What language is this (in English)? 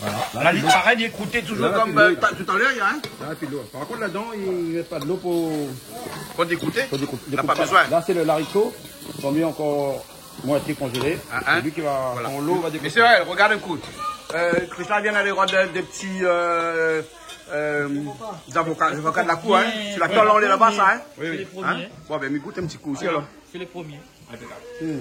Réunion Creole French